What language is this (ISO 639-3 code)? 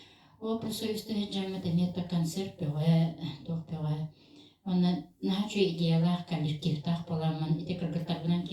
sah